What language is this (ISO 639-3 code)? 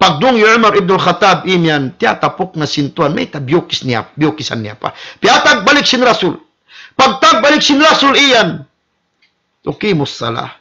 tsg